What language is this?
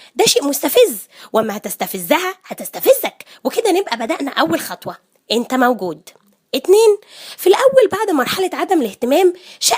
Egyptian Arabic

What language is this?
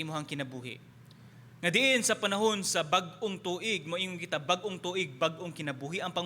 Cebuano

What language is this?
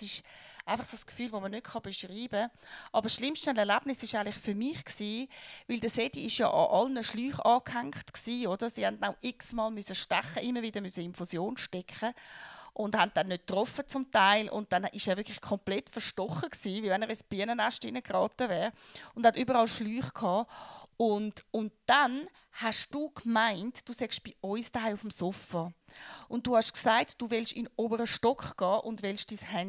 Swiss German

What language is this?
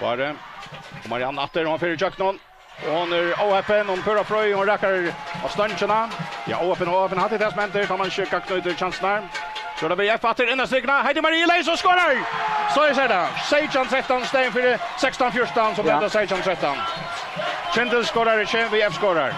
Faroese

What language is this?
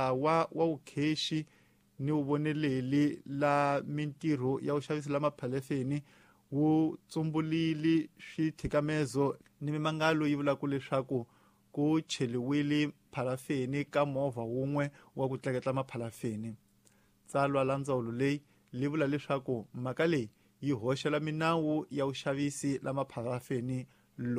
Tsonga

